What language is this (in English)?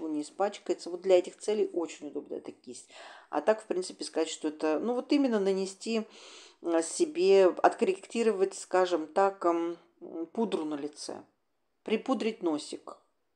Russian